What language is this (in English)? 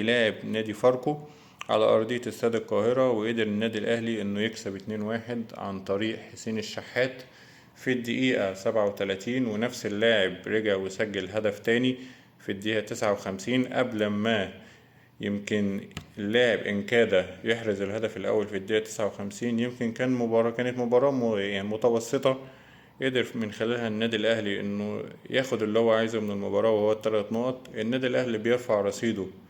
Egyptian Arabic